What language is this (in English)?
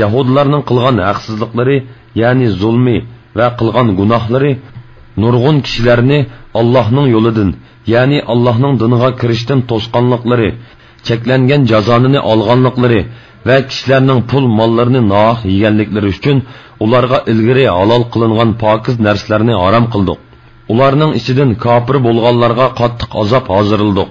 Uyghur